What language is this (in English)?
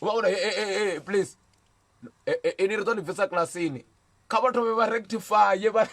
Venda